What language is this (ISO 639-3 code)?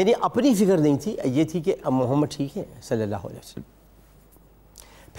urd